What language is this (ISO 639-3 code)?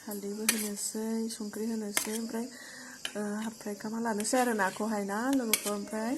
brx